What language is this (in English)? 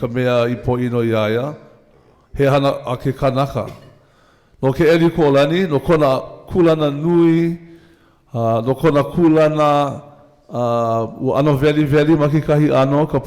Hawaiian